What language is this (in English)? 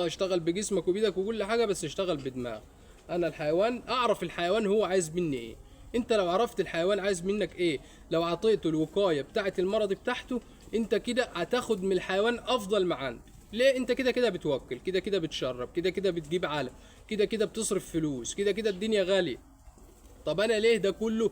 Egyptian Arabic